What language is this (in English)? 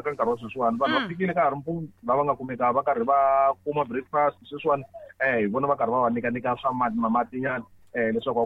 Tsonga